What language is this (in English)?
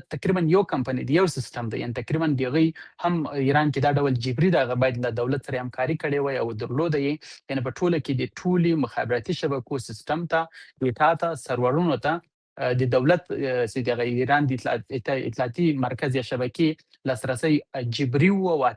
Pashto